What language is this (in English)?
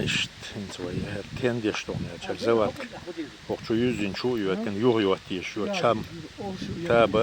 Chechen